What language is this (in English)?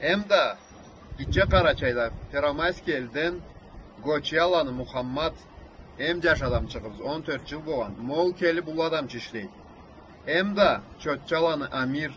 Karachay-Balkar